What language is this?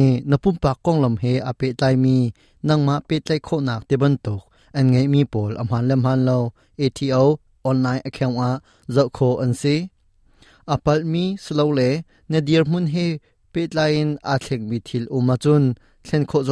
Hakha Chin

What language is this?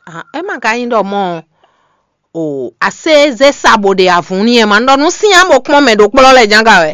Fon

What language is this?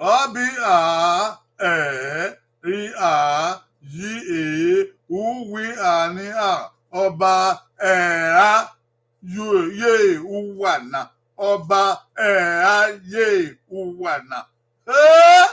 Bini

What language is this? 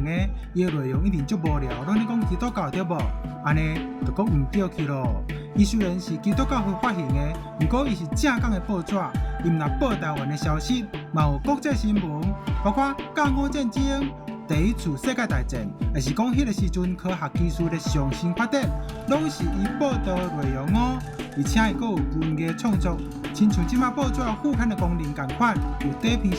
Min Nan Chinese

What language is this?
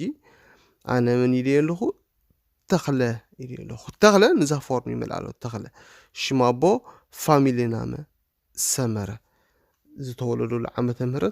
Tigrinya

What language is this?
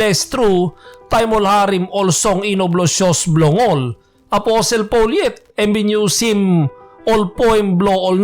Tok Pisin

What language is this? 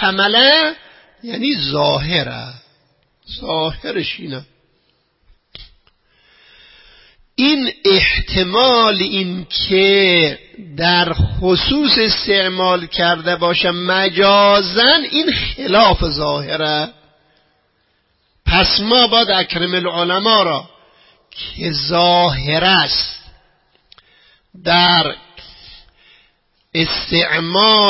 Persian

